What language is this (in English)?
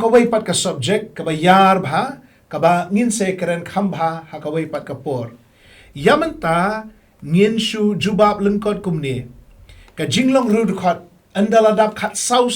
Khasi